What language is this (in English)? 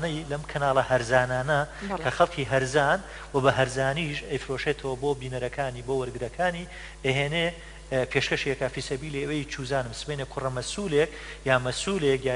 Central Kurdish